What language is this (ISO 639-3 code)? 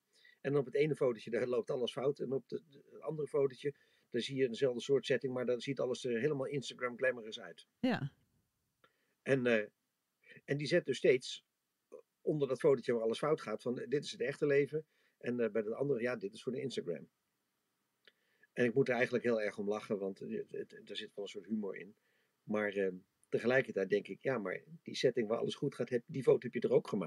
nld